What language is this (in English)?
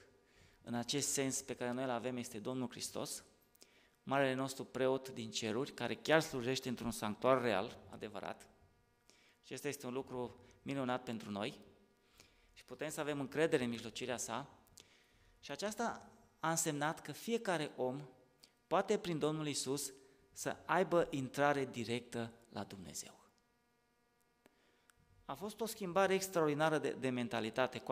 Romanian